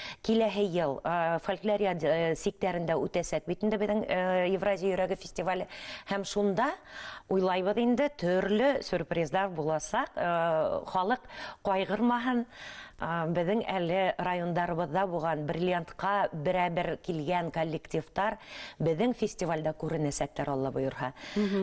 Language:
Bashkir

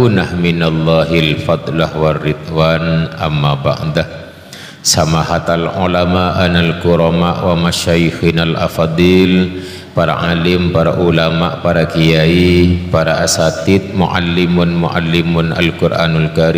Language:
Madurese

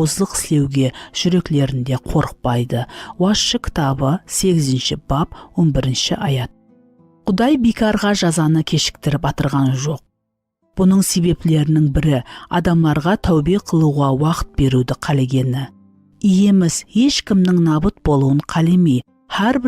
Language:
Kara-Kalpak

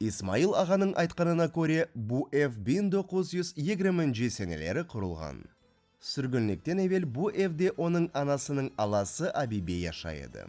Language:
Crimean Tatar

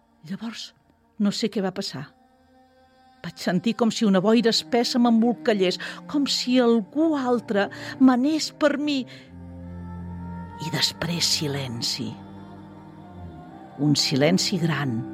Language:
Catalan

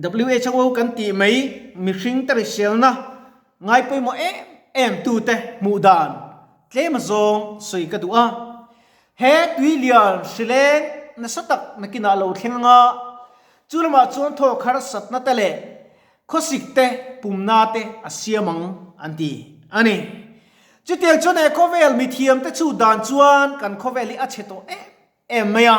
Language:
Mizo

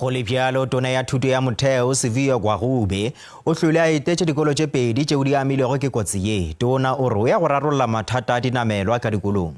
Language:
Northern Sotho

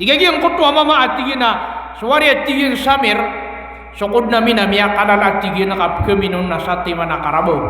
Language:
Maranao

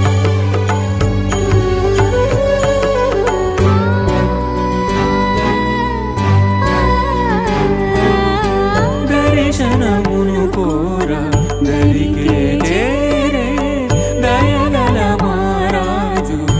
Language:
Telugu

